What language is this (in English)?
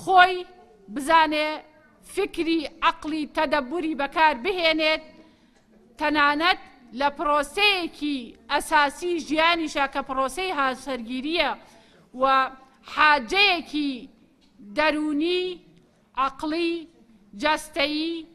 Central Kurdish